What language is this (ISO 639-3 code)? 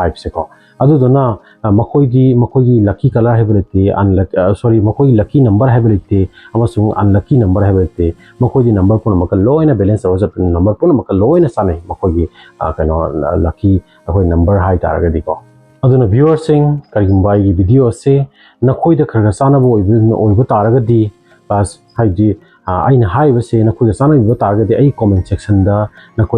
mni